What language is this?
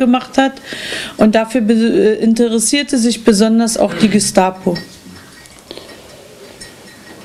German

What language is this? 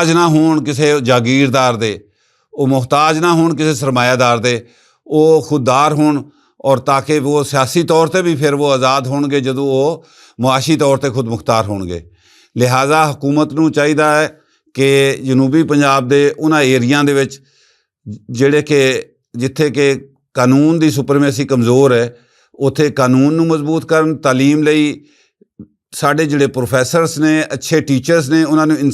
Western Panjabi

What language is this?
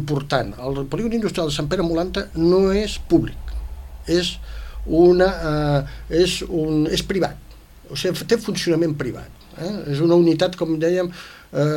Catalan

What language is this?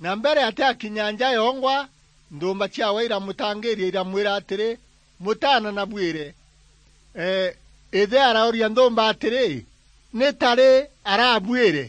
Meru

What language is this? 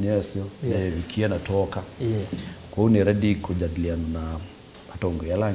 Kamba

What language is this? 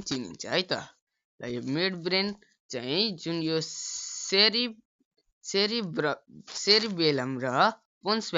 Nepali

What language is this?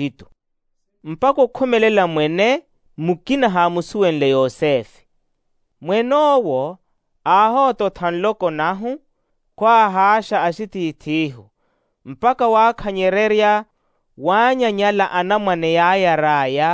Makhuwa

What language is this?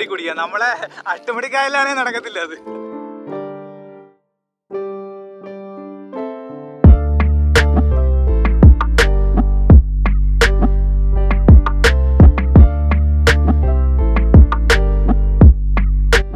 Malayalam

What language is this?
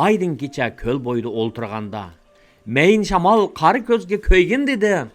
Uyghur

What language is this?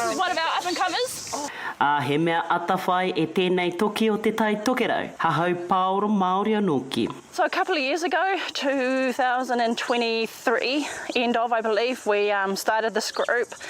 Māori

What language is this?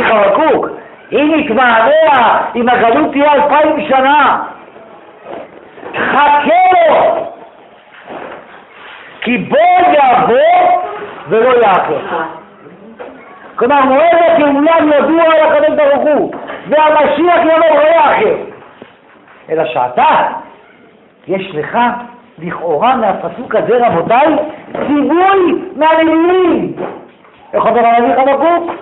Hebrew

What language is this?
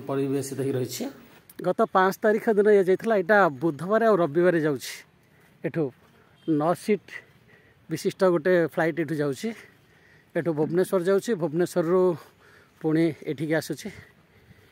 Odia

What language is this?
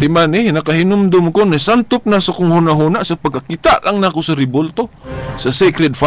Cebuano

